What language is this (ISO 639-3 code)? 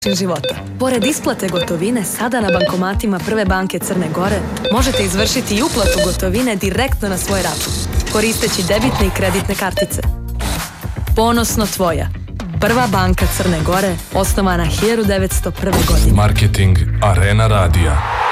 srp